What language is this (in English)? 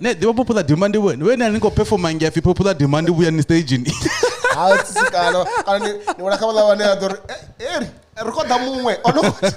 Venda